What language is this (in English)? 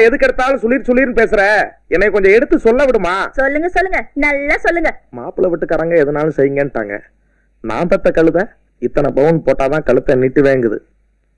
Tamil